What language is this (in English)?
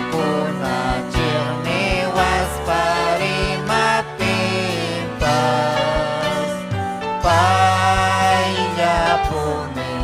Ayacucho Quechua